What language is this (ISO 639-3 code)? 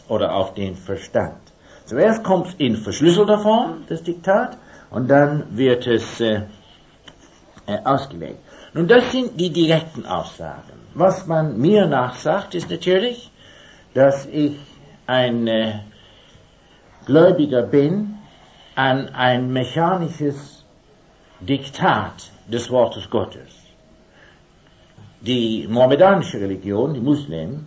deu